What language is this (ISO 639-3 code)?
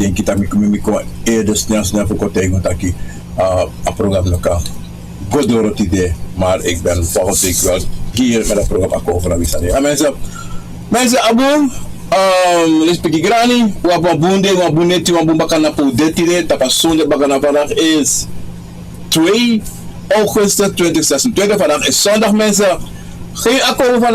srn